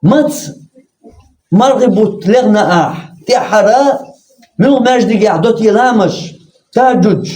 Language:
Chechen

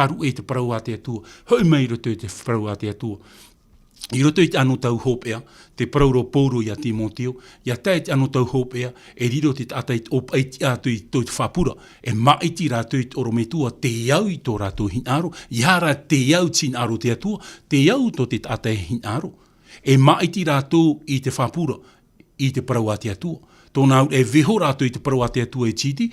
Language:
Tahitian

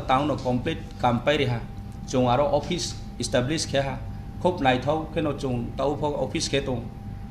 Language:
Riang (India)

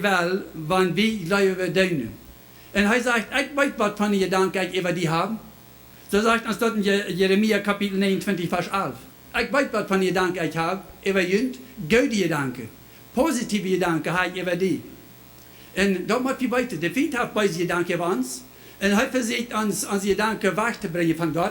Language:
Plautdietsch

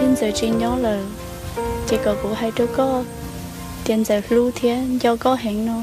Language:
Hmong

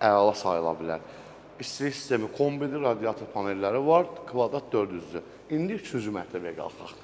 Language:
Azerbaijani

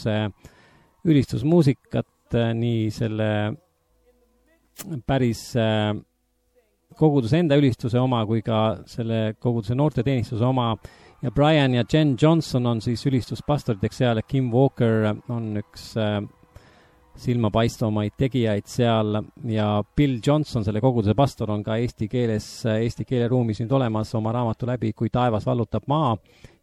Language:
Estonian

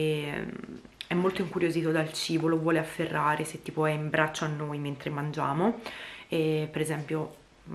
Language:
Italian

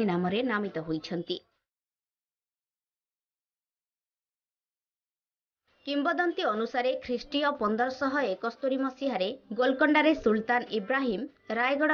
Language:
Odia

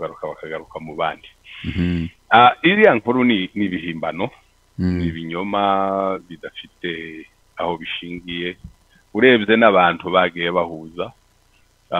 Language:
Kinyarwanda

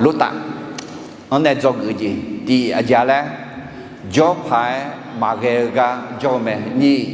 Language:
Akha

